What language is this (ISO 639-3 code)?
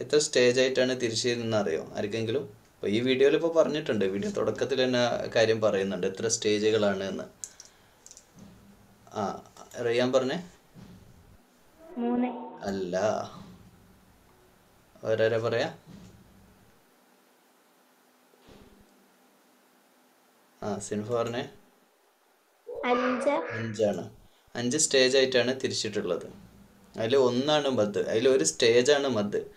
mal